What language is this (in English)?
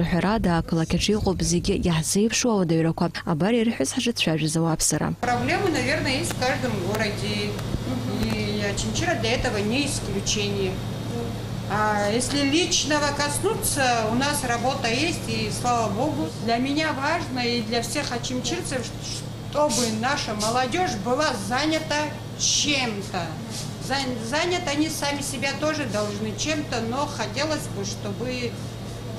Abkhazian